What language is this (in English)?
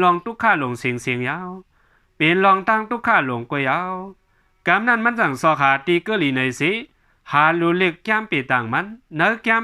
Shan